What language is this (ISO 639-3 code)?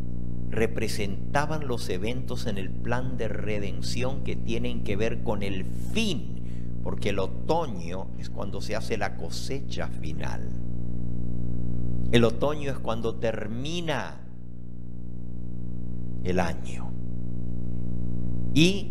spa